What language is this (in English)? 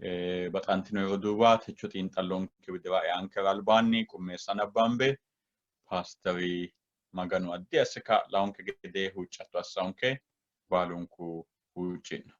Sidamo